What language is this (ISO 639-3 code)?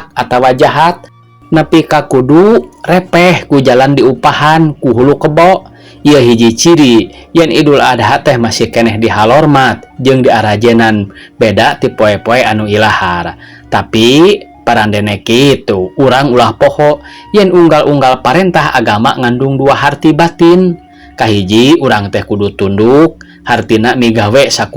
sun